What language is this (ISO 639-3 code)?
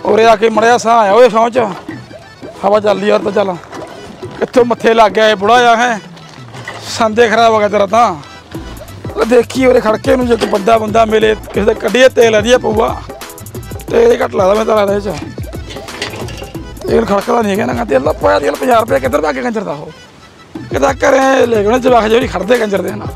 pan